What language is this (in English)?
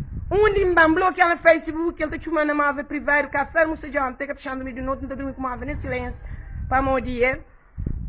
Kabuverdianu